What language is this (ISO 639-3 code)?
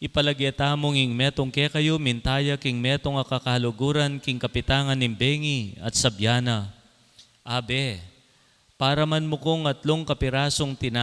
pam